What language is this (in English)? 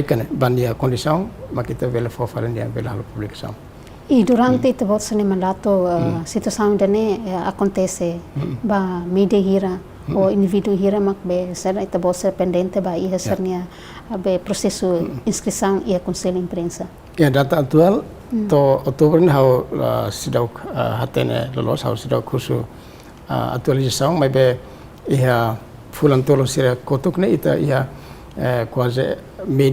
Tetum